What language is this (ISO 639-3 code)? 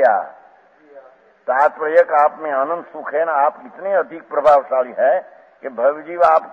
guj